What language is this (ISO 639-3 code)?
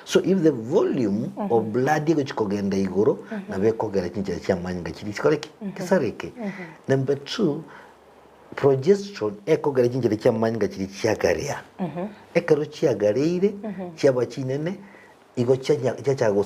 guz